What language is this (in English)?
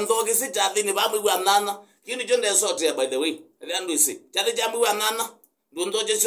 Kamba